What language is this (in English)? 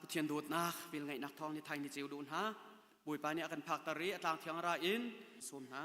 Hakha Chin